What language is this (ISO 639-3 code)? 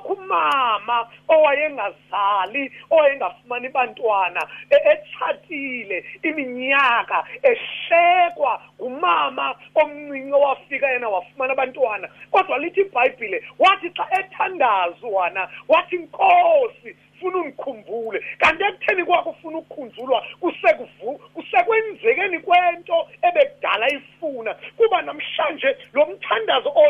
xho